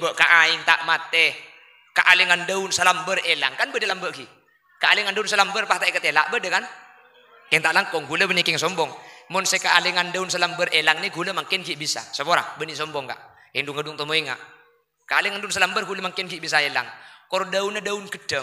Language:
Madurese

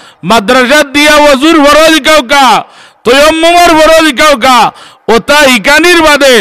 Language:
Sylheti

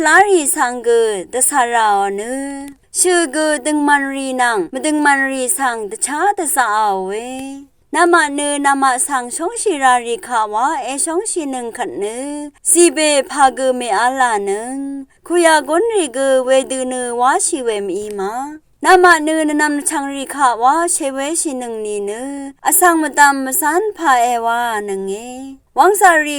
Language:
Rawang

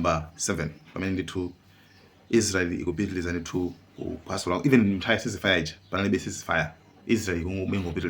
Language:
Nyanja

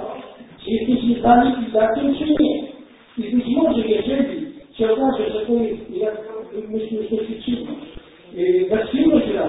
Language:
Polish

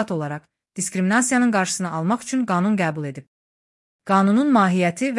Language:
Azerbaijani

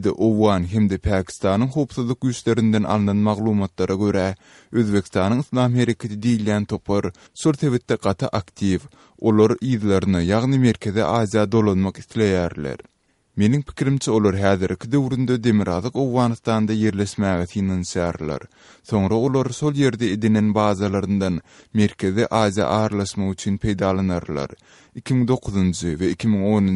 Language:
Turkmen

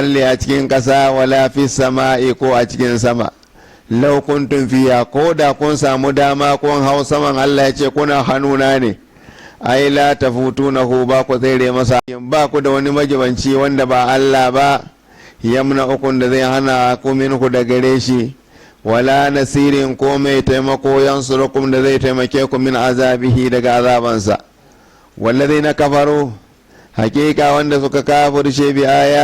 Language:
Hausa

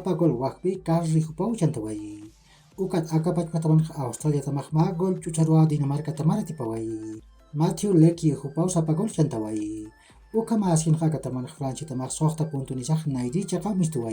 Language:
Aymara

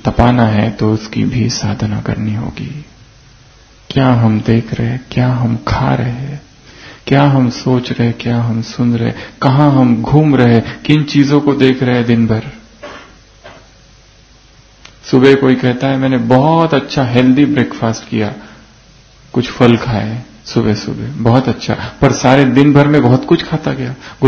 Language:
Hindi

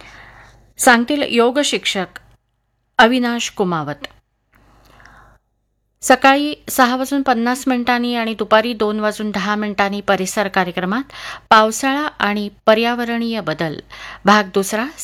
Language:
Marathi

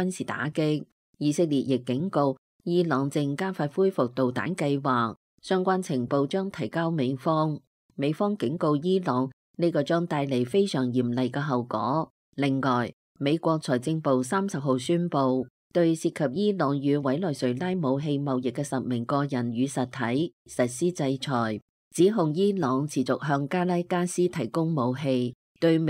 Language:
Cantonese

